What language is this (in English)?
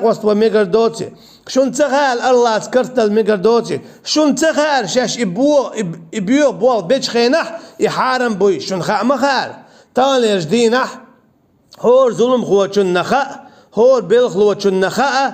Chechen